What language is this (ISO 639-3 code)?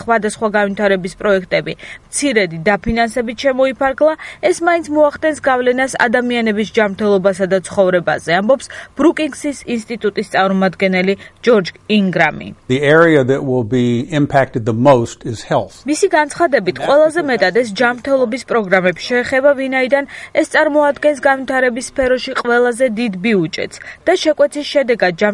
kat